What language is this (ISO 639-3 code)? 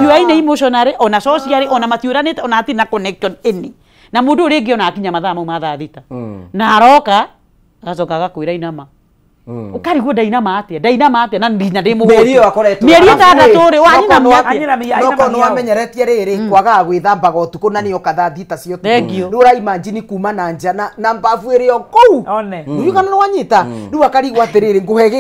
kik